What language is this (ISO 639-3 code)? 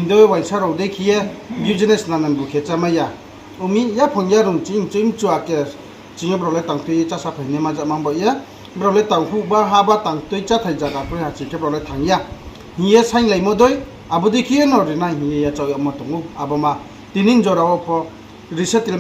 ria